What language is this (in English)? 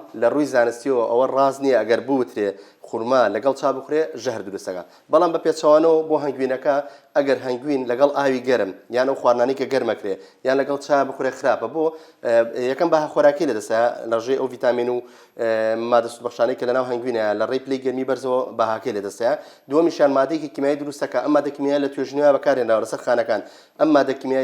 Central Kurdish